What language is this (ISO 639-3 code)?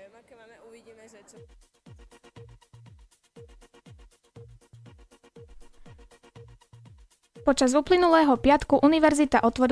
slk